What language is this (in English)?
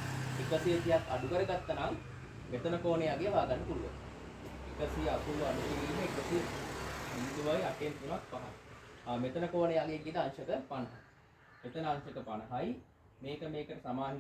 Sinhala